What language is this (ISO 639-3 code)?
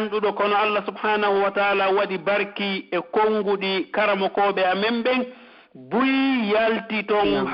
fuf